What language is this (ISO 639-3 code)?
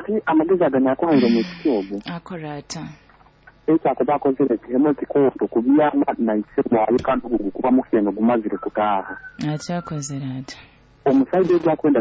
nyo